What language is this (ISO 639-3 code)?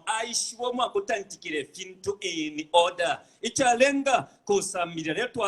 bem